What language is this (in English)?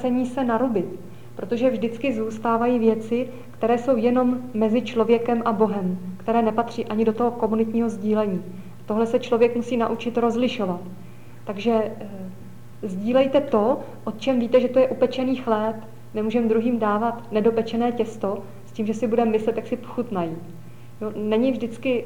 Czech